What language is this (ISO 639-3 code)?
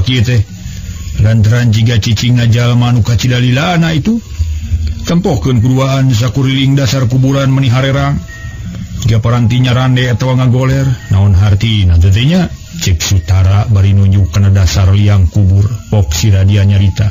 sun